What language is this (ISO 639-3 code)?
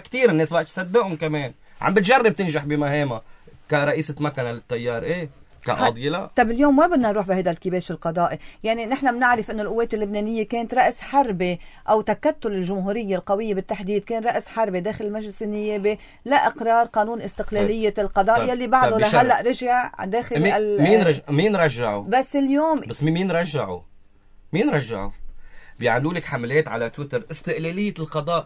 apc